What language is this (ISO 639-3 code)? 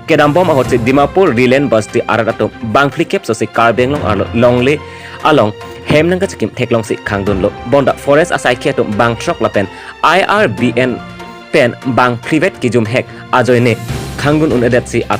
mjw